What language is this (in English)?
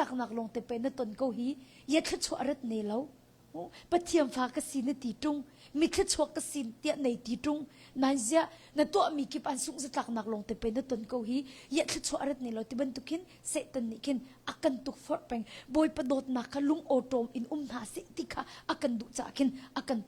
Hakha Chin